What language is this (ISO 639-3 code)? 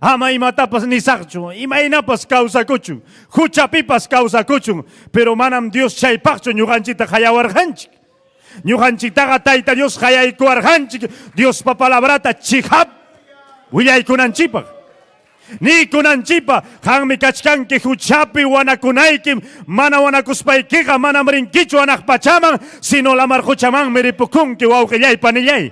quy